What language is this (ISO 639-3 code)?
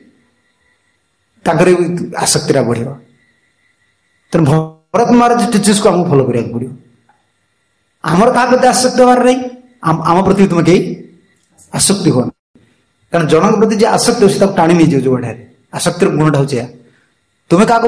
ori